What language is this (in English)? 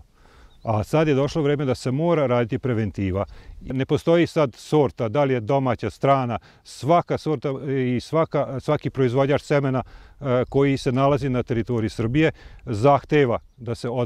Serbian